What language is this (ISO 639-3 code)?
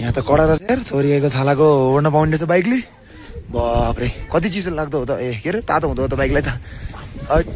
nep